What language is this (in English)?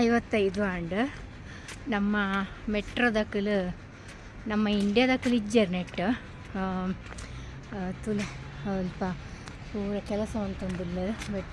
Tulu